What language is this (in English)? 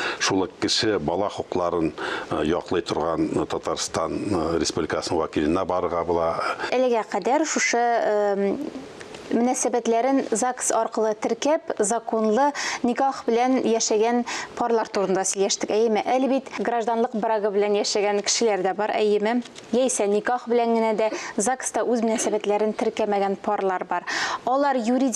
Tatar